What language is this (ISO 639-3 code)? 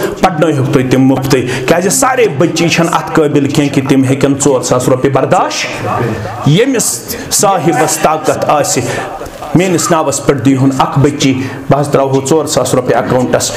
kas